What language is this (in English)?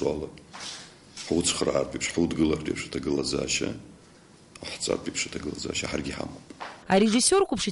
Abkhazian